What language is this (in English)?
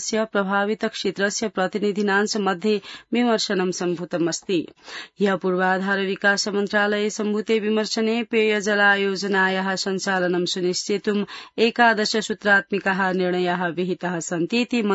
Sanskrit